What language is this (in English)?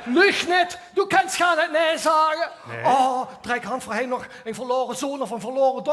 Limburgish